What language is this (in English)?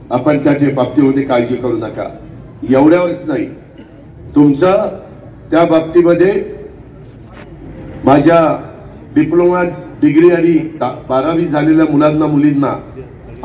Marathi